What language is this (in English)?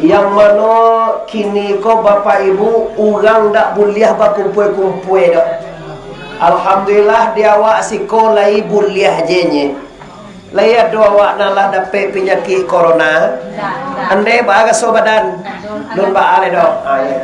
Minangkabau